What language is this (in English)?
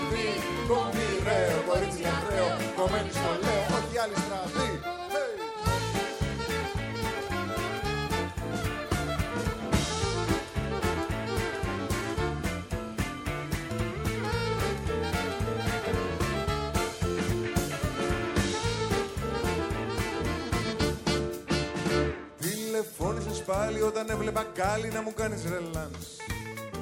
Greek